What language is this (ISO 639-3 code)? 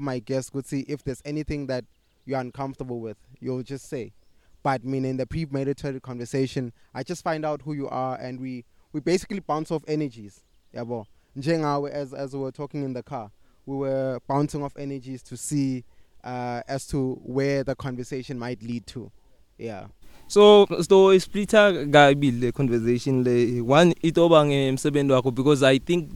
eng